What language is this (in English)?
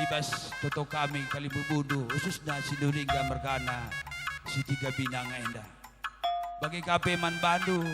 Batak Karo